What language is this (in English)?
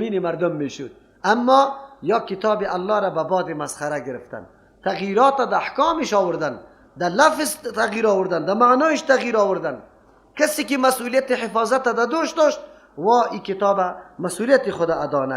Persian